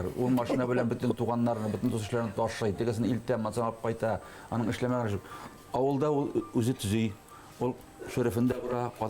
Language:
Bashkir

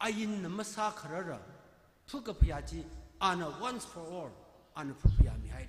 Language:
Tangkhul Naga (India)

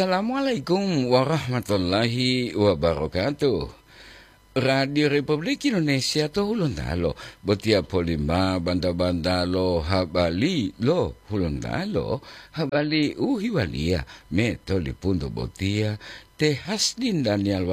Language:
Gorontalo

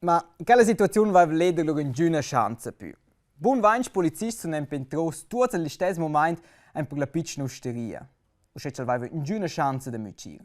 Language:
Romansh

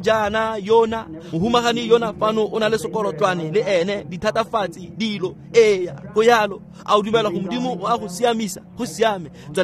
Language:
Tswana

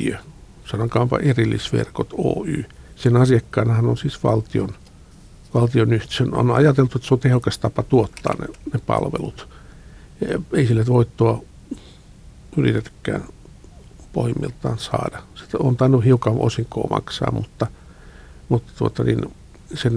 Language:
Finnish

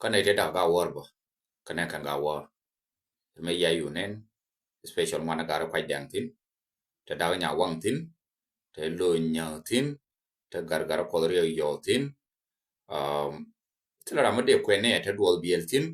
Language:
Nuer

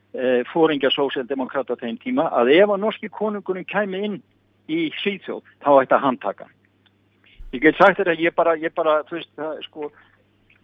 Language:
Icelandic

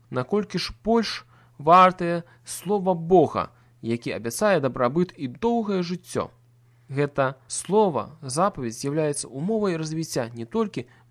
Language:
Belarusian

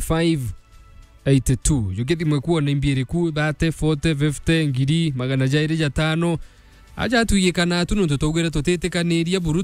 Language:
Meru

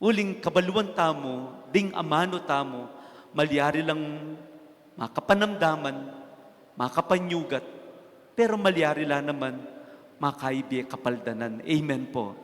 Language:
Pampanga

